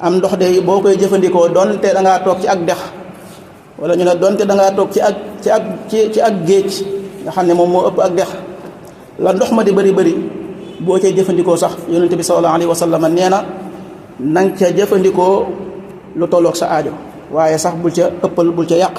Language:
Wolof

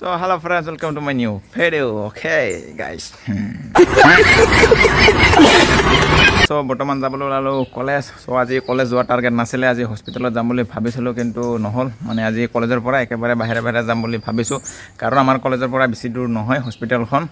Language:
Assamese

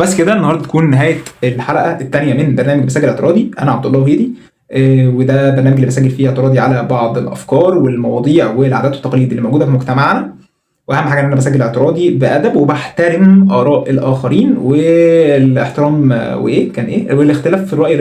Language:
Egyptian Arabic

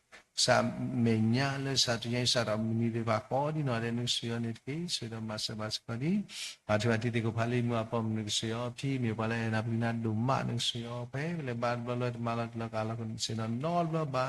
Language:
S'gaw Karen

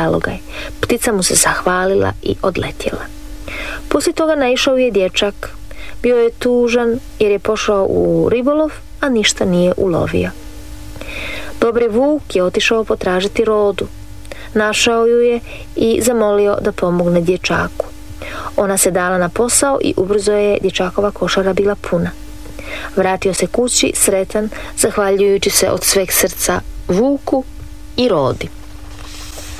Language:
Croatian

